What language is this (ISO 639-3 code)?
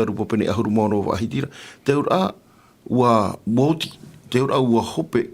tah